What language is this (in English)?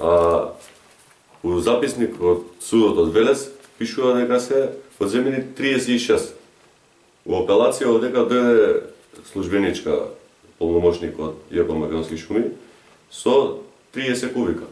Macedonian